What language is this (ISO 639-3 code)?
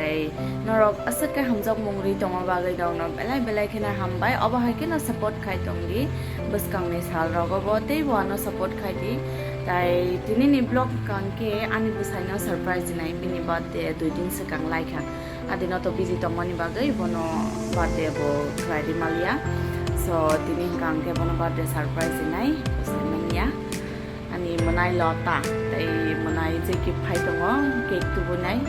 trp